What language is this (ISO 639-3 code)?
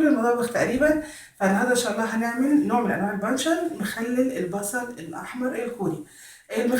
arz